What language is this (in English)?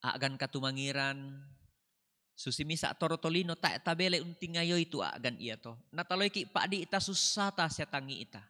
Toraja-Sa'dan